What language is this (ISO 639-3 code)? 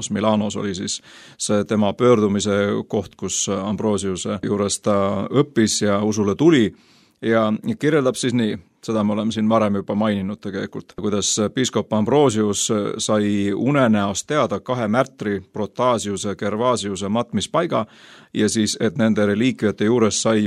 est